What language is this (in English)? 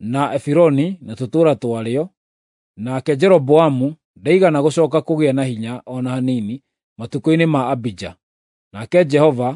Kikuyu